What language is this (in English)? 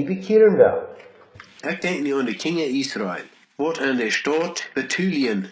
Plautdietsch